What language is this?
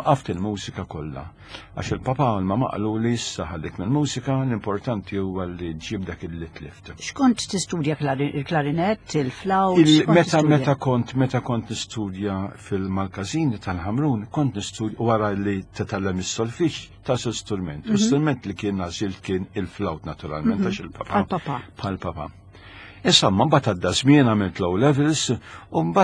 Maltese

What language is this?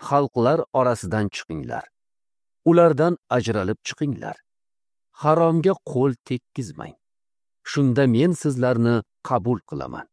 Uzbek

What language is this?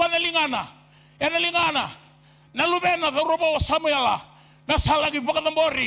Fijian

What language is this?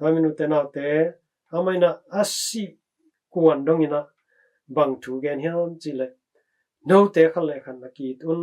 Tedim Chin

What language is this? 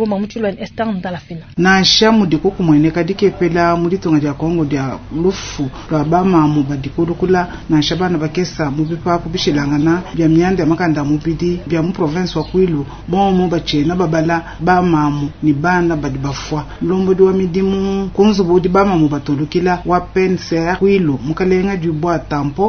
Luba-Lulua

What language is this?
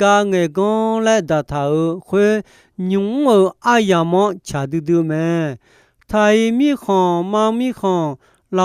Akha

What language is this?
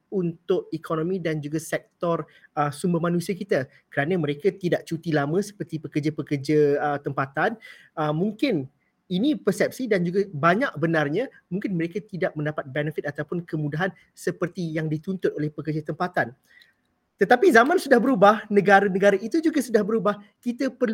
Malay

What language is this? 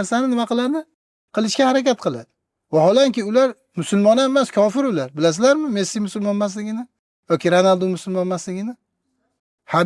Uzbek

